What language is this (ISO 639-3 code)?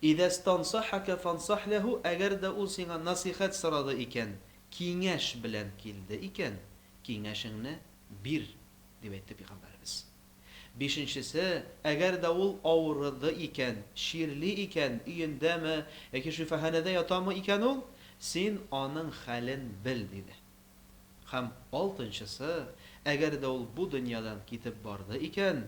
tat